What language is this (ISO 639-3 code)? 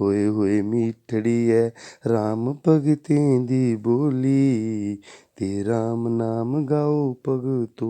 doi